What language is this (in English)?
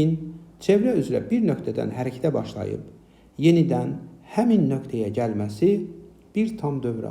Azerbaijani